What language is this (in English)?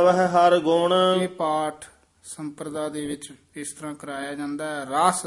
Punjabi